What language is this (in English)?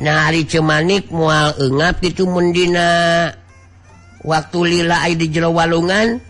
Sundanese